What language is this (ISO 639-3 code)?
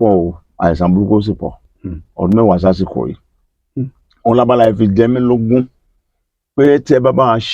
yor